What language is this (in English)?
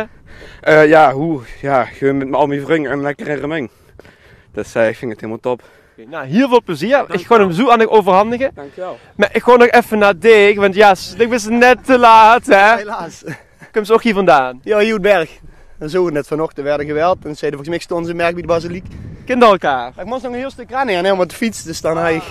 Limburgish